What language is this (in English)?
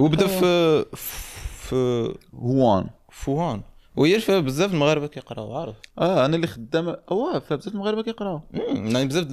Moroccan Arabic